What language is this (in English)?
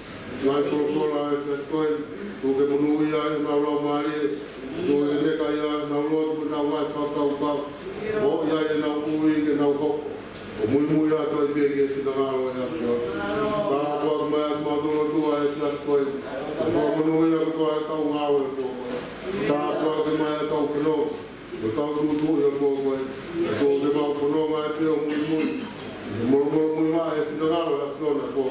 Tongan